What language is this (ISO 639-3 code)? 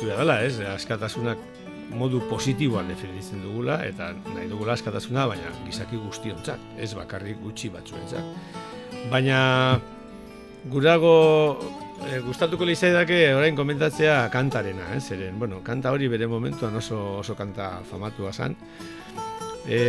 eus